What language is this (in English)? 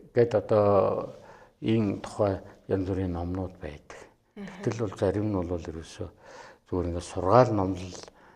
Mongolian